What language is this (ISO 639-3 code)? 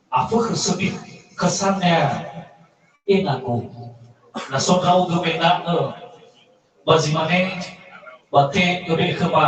nia